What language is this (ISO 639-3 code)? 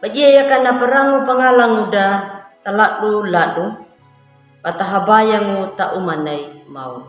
akg